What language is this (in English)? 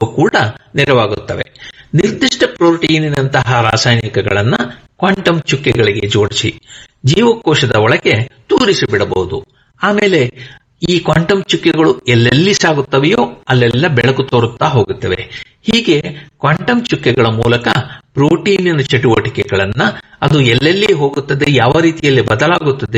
Kannada